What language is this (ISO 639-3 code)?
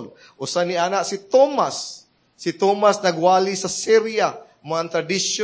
ceb